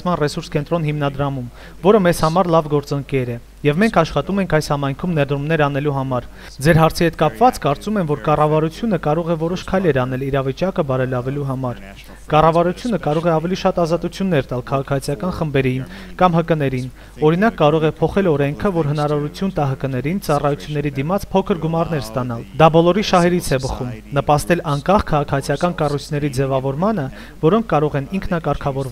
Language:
Armenian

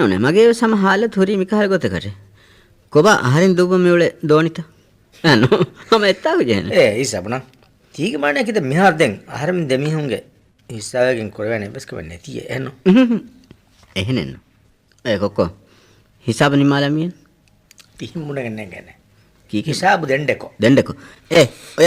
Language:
Divehi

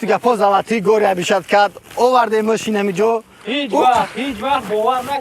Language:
Tajik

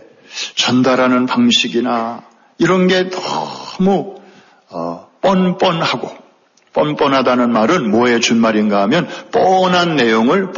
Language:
Korean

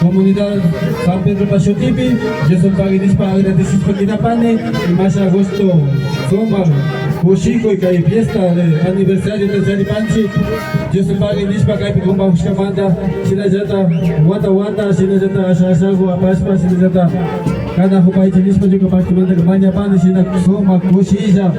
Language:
Imbabura Highland Quichua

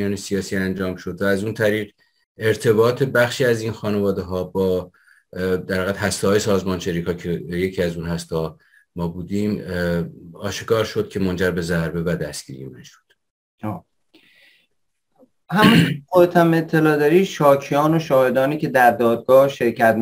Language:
Persian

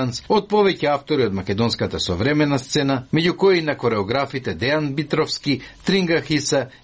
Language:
Macedonian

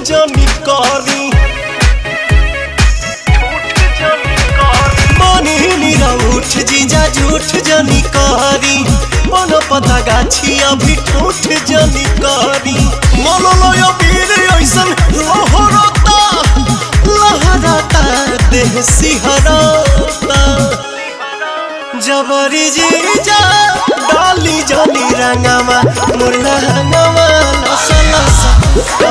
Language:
Bhojpuri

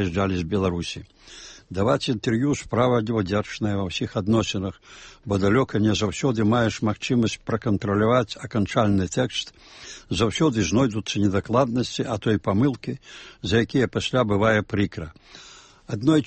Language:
Belarusian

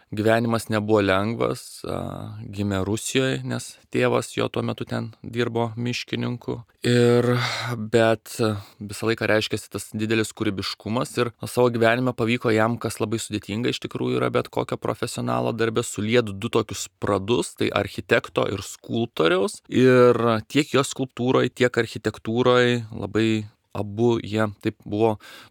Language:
Lithuanian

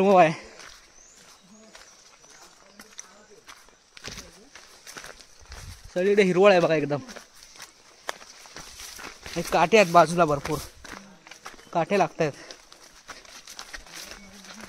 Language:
Marathi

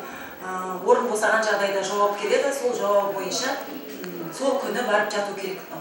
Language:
Kazakh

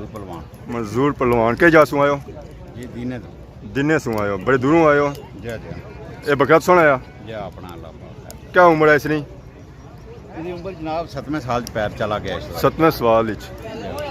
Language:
Pahari-Potwari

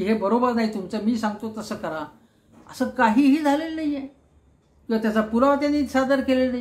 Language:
Marathi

